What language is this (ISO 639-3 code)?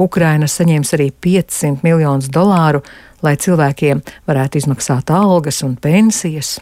lav